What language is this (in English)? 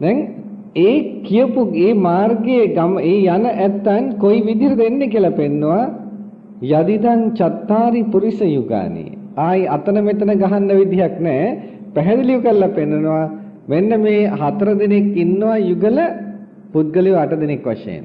Sinhala